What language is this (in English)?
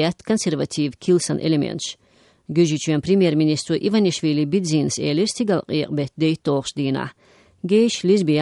Chechen